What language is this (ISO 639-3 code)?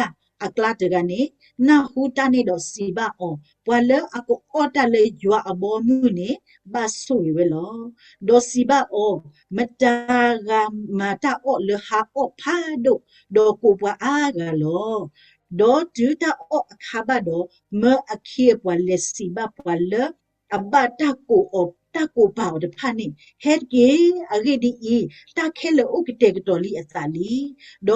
ksw